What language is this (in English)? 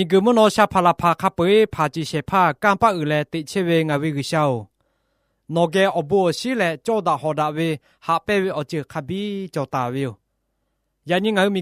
Lahu